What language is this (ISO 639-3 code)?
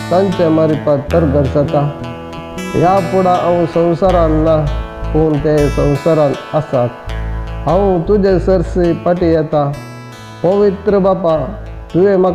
kok